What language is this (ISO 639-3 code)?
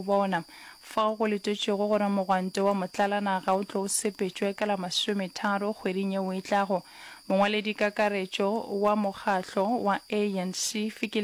nso